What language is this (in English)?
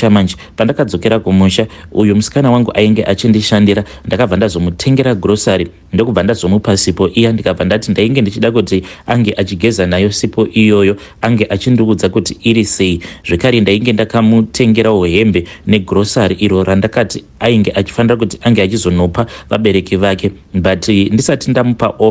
Shona